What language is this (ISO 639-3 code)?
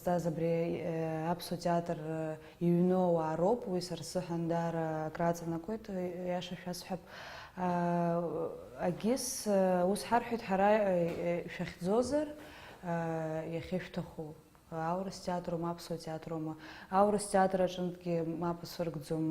abk